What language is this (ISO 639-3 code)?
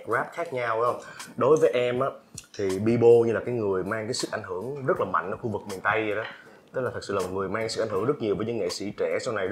vie